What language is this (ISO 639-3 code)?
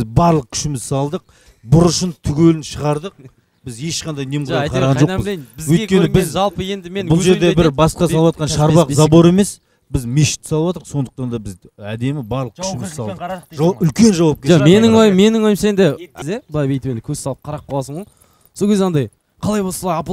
kaz